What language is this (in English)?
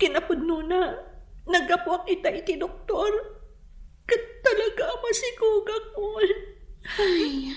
Iloko